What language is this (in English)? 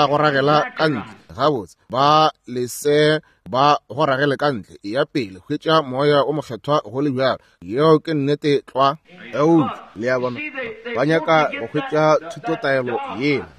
Northern Sotho